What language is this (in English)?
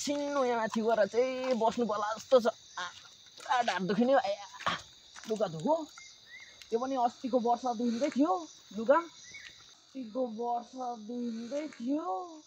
Nepali